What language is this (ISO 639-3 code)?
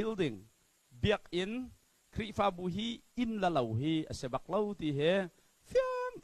cnh